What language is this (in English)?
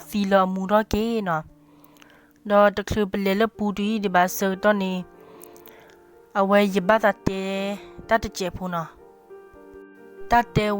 S'gaw Karen